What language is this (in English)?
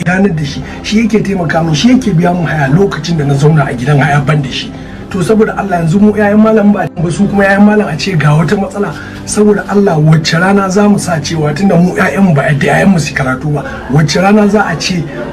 Hausa